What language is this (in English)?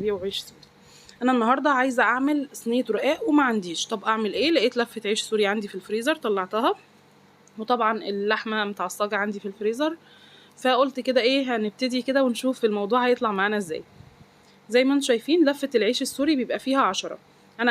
Egyptian Arabic